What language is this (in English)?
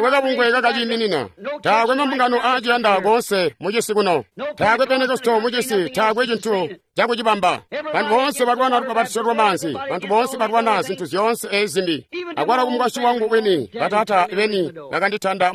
Tonga (Zambia)